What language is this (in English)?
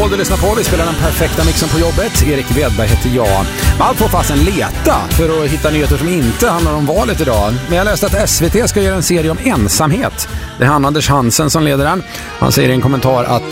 Swedish